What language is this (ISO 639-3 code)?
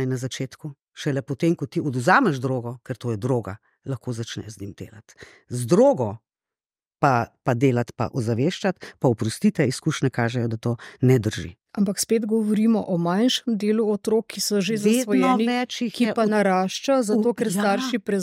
slv